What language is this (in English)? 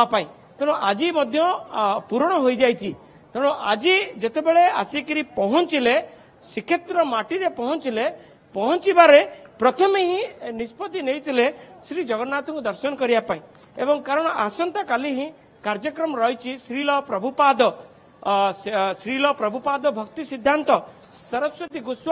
Odia